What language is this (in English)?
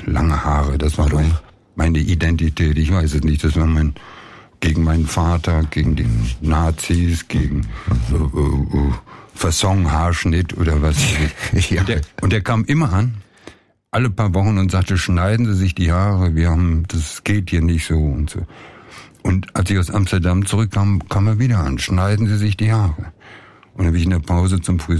German